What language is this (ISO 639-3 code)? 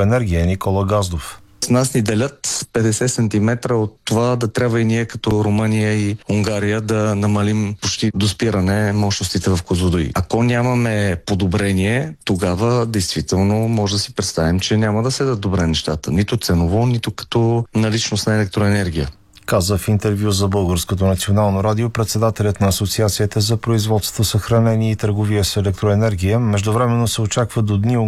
bul